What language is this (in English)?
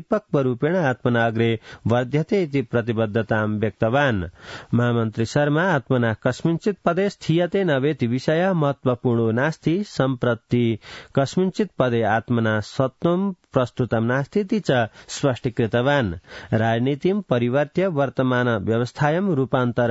Sanskrit